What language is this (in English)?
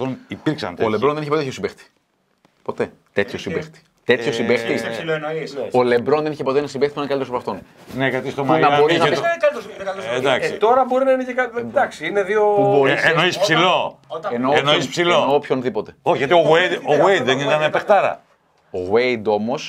Greek